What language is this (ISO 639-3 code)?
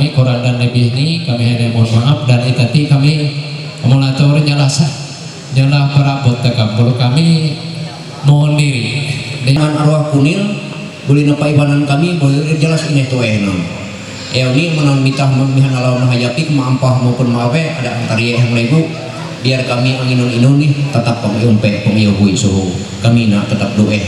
mhy